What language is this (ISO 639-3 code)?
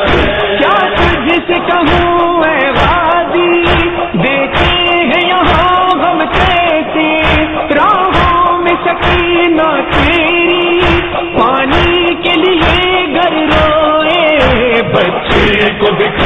urd